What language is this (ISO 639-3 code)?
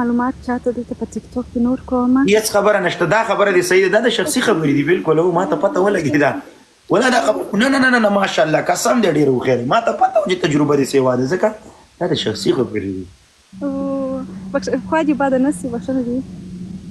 pus